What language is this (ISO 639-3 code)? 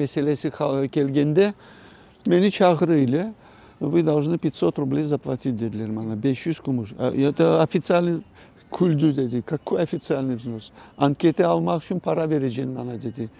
crh